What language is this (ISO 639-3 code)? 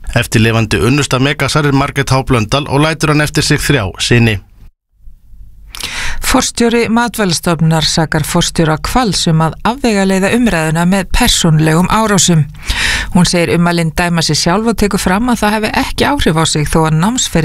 isl